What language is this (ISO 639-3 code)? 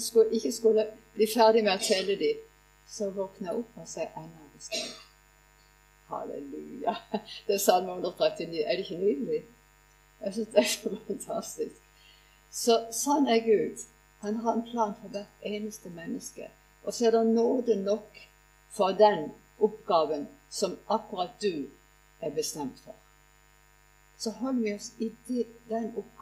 nor